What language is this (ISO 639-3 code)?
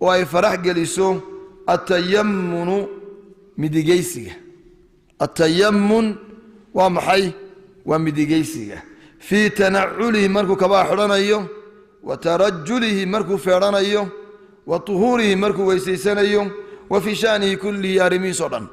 som